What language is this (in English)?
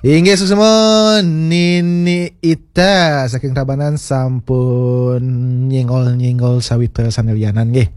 Balinese